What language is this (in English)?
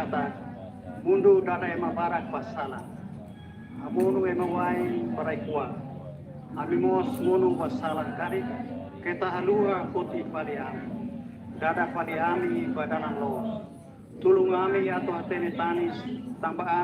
Tetum